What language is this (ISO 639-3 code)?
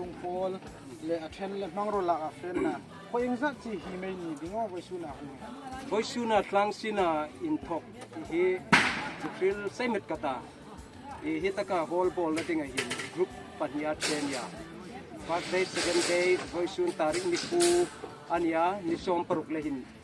hmr